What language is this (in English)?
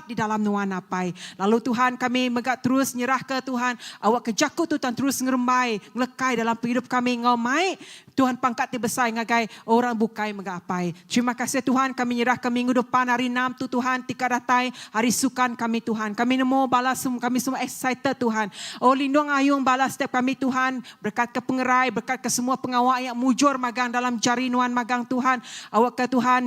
Iban